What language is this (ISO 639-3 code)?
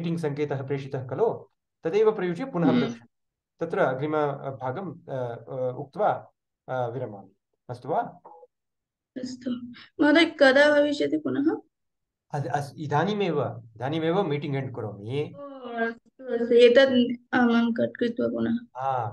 san